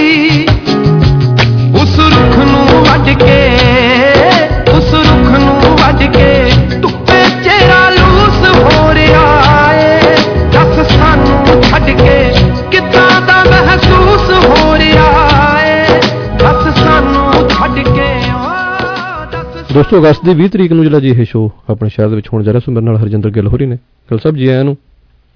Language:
Punjabi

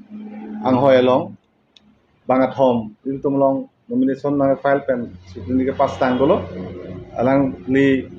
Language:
Karbi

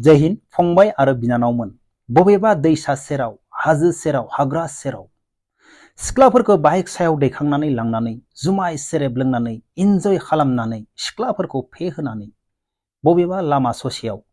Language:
Bodo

